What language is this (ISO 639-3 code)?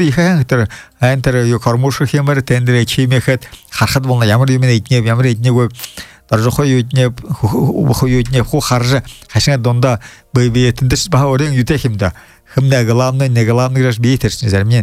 bua